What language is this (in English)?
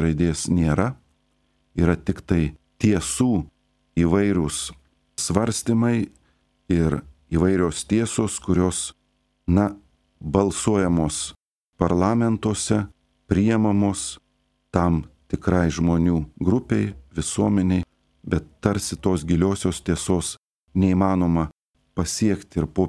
Lithuanian